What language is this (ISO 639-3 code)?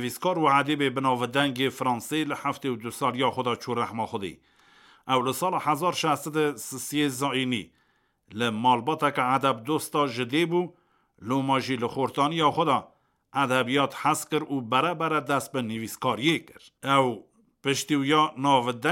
kur